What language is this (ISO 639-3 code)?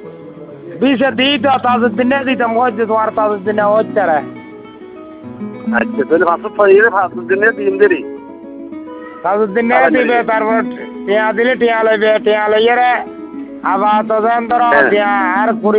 ben